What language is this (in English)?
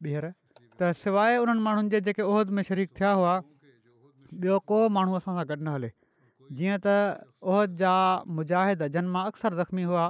Sindhi